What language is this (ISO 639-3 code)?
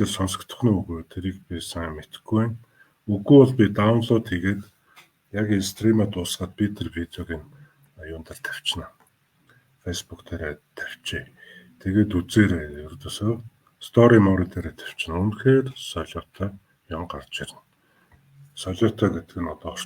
mon